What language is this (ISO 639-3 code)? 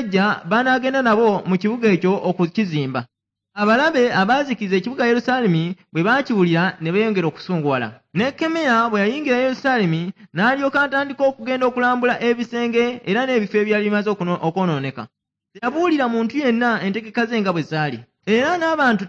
lug